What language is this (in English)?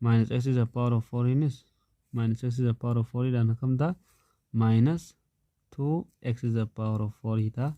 Oromo